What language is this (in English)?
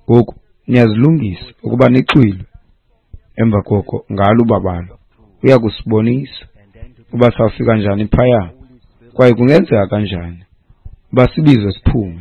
Xhosa